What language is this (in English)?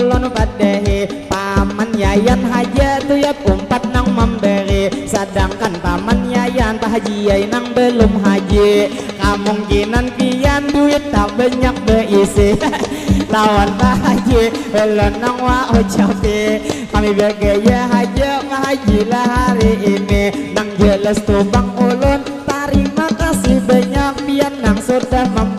Banjar